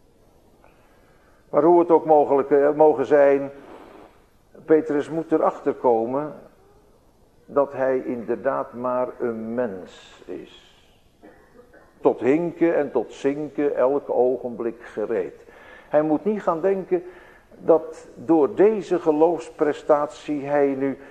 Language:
Dutch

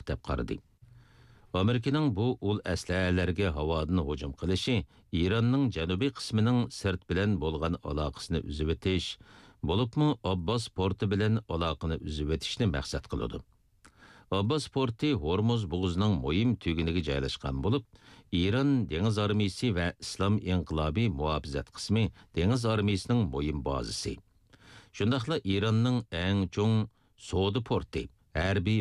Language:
Uyghur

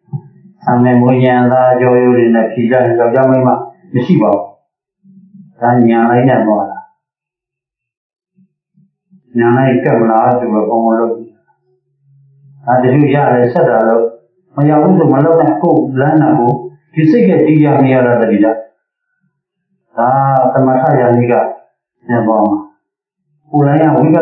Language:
Burmese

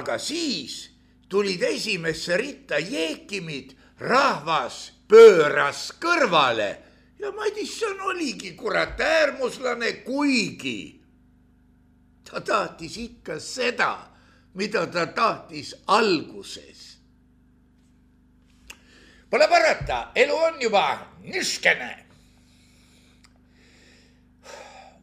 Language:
Estonian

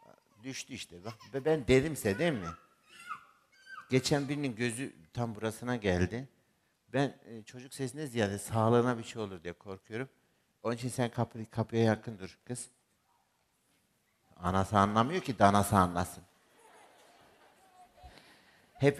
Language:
Turkish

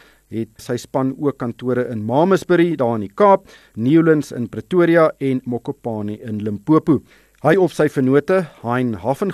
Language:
Afrikaans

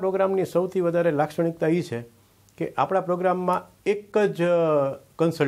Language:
Gujarati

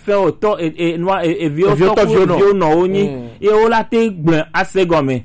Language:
Gen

